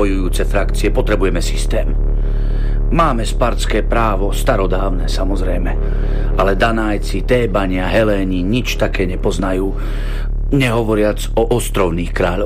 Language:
Slovak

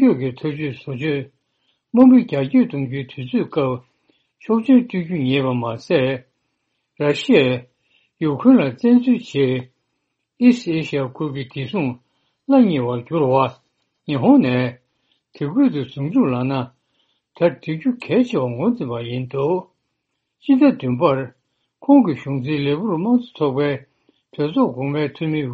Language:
Tibetan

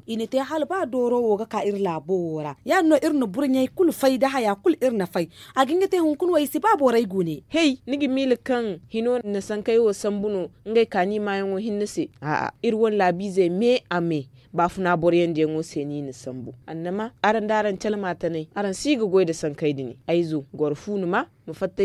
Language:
Zarma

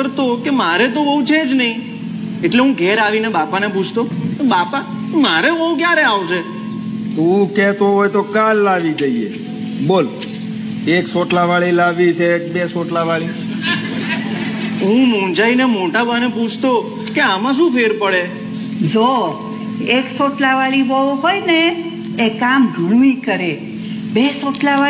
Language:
Gujarati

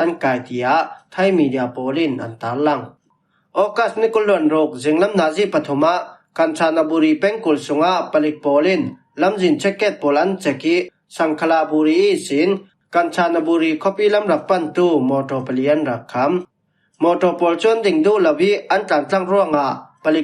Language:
Falam Chin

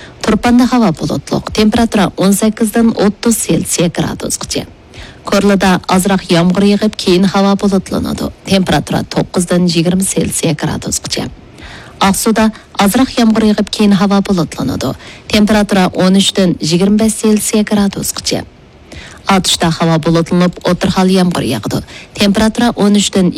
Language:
Uyghur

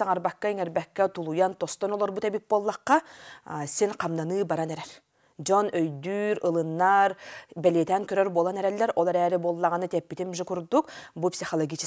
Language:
Yakut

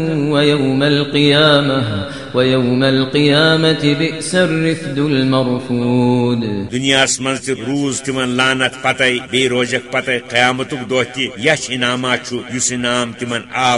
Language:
Kashmiri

